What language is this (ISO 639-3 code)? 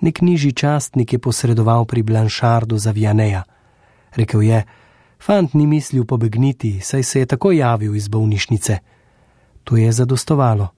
slv